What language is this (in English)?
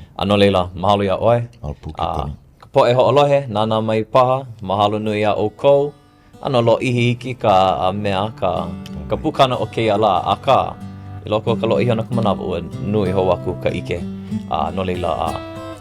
Hawaiian